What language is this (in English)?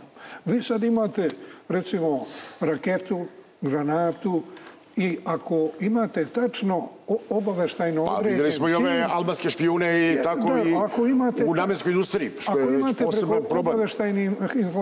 Serbian